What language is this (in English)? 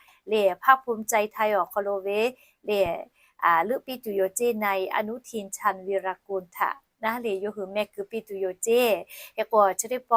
Lahu